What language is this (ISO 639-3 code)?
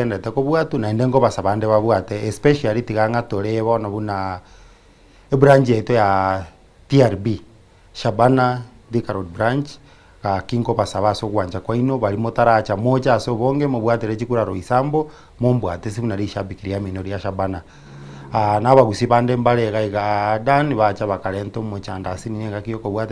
guz